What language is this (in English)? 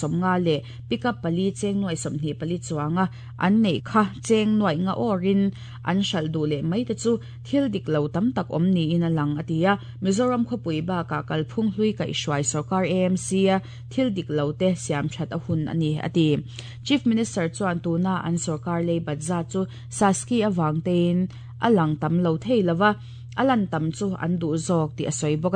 Mizo